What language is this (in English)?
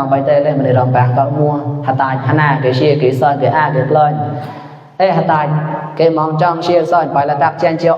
Mon